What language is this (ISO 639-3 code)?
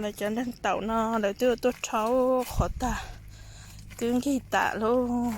hmn